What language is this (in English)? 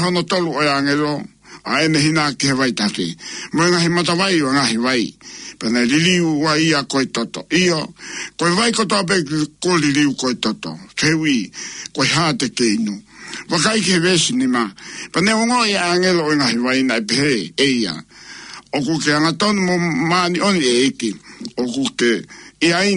Tongan